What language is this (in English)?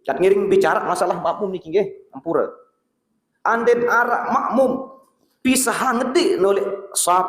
Sasak